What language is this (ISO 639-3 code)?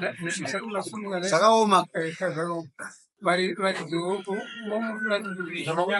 sna